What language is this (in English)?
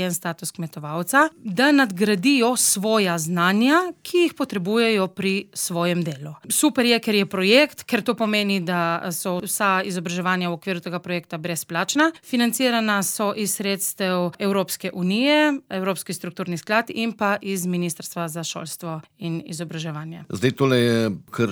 Slovenian